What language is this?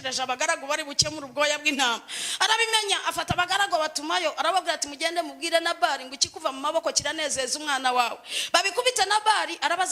Kinyarwanda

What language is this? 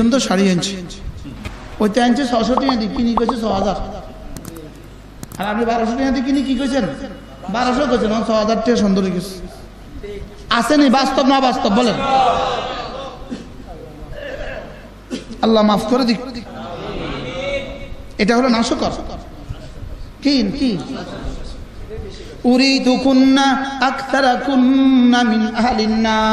Bangla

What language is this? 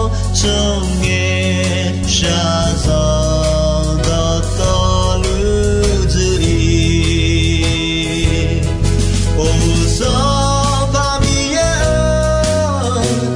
Akha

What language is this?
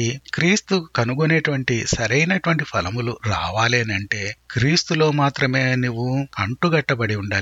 Telugu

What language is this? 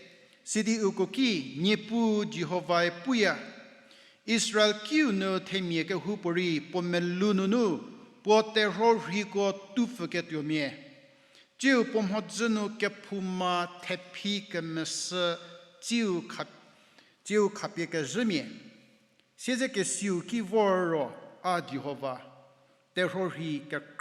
Angami Naga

